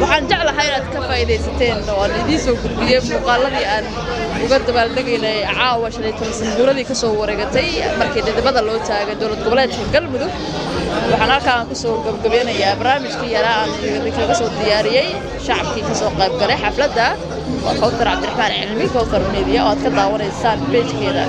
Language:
Somali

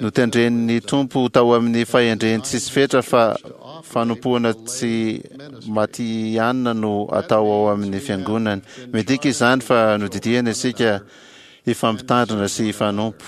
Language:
Malagasy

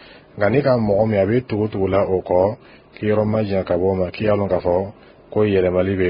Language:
Dyula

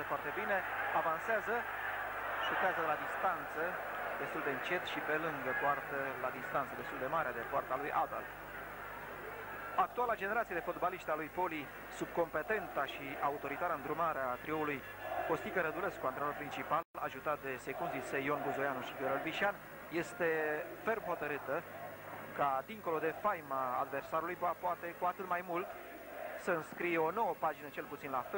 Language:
Romanian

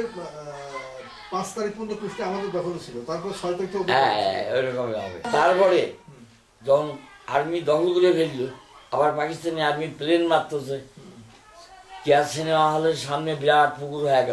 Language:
Bangla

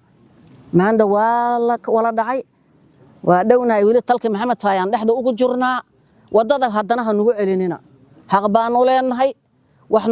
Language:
Somali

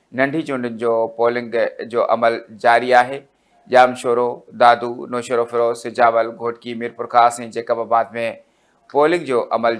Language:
Sindhi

